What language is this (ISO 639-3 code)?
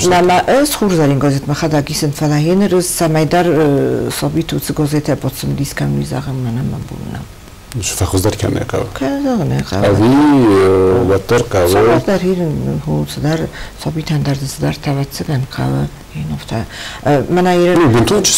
oss